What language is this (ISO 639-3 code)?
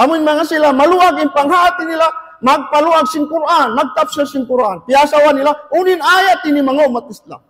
tsg